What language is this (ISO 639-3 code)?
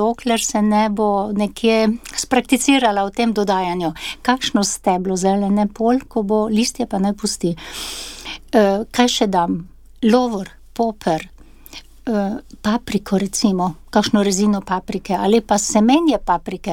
slv